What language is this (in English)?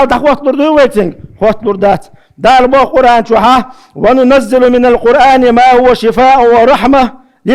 Chechen